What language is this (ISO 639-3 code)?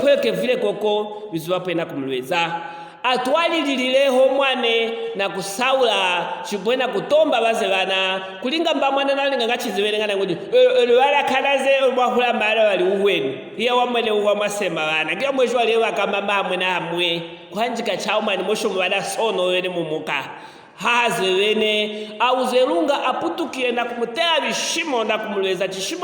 lue